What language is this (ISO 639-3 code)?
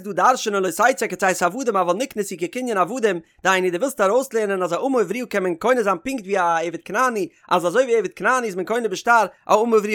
yid